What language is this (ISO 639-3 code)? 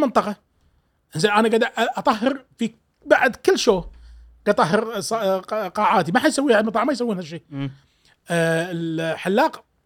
afb